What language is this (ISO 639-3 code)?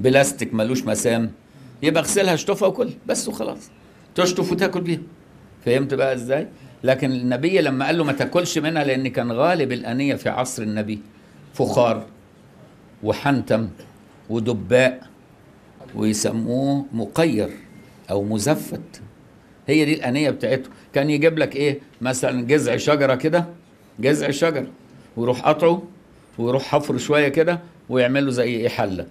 arz